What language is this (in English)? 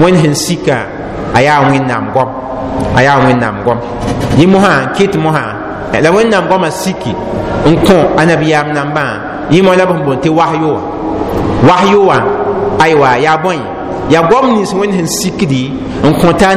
Mossi